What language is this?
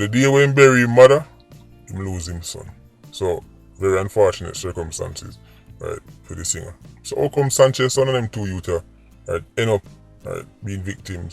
Jamaican Creole English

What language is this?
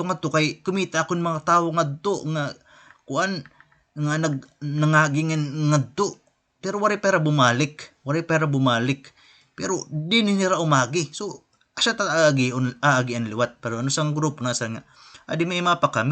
Waray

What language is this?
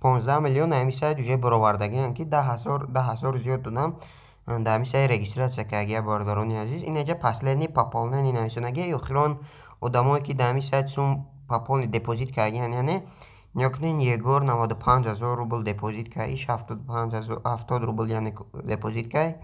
Tajik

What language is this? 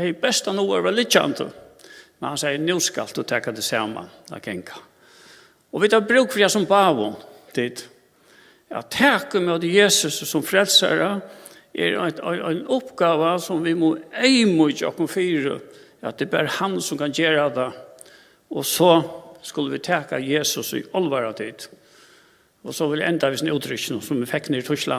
Faroese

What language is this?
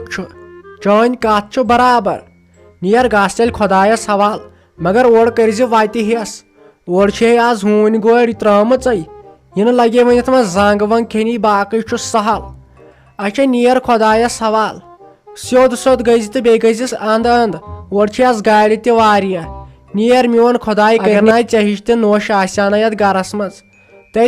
Kashmiri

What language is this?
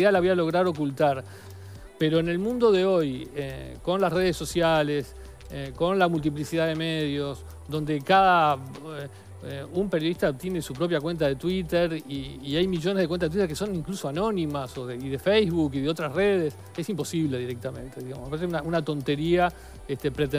Spanish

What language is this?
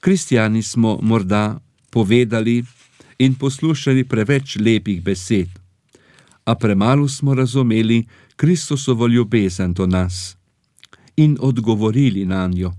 Slovenian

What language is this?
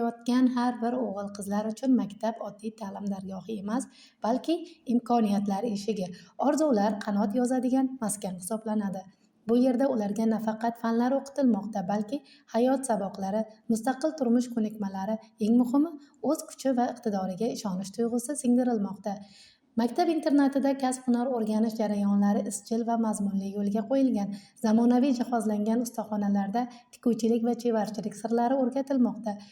Uzbek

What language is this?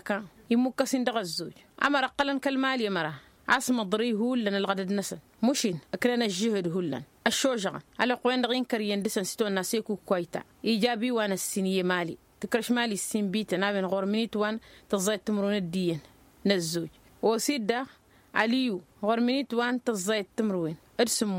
Tamasheq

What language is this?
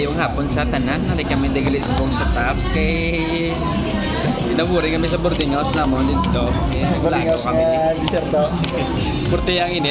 Hiligaynon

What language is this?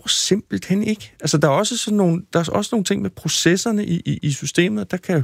Danish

